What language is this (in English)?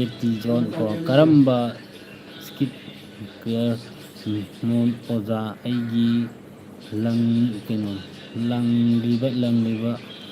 Manipuri